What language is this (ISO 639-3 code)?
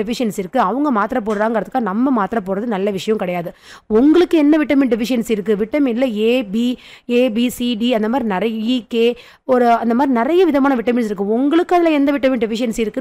tam